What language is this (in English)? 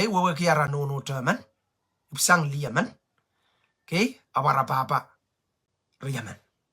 Pohnpeian